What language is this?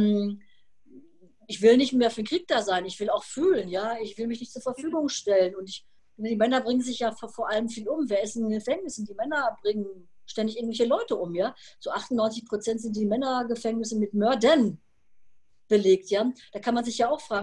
German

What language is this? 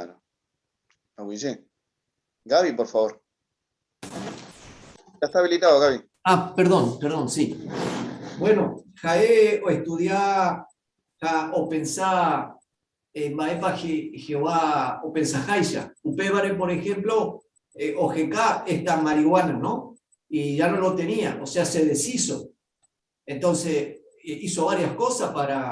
Guarani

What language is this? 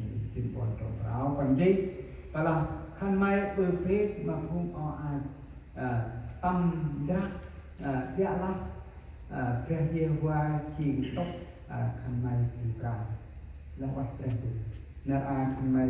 Central Mnong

